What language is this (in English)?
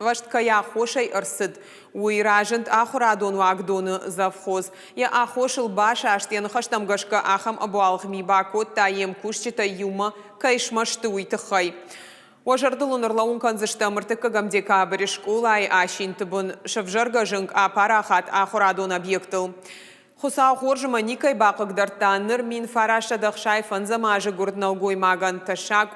Ossetic